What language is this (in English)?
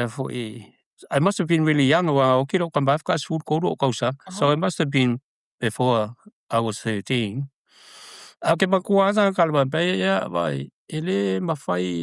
Samoan